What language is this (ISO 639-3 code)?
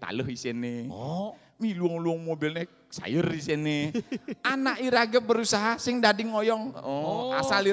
ban